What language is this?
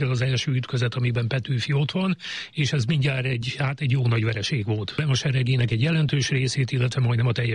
Hungarian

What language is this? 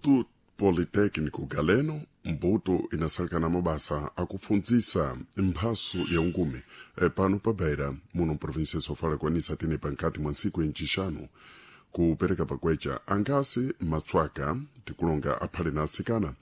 Sena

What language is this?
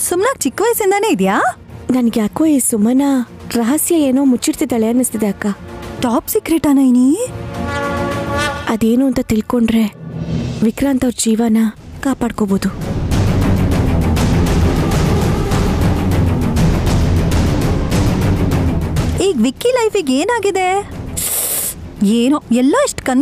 Kannada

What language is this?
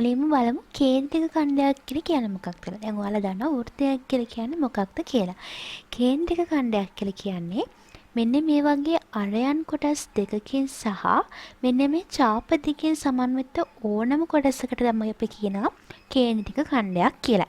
Sinhala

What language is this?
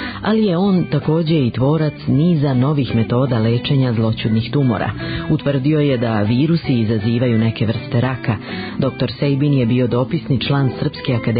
Serbian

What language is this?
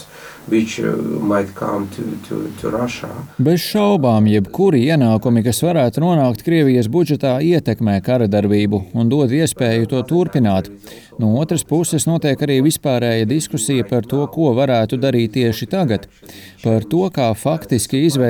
Latvian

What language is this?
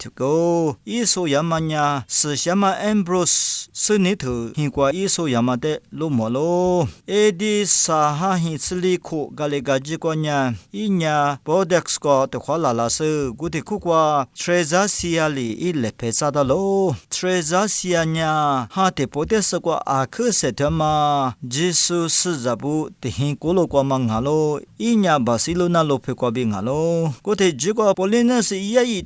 Lisu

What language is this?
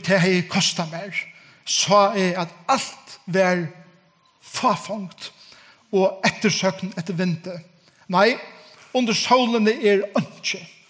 Faroese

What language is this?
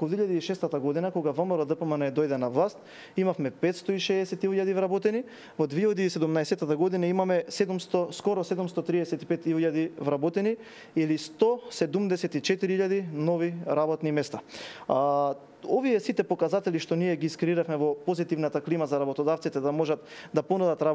Macedonian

